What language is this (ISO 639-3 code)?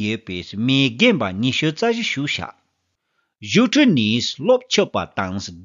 bod